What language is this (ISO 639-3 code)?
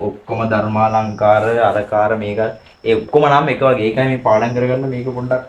sin